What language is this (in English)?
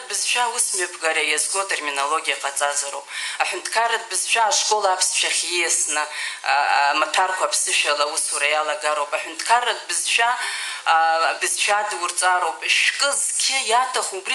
Abkhazian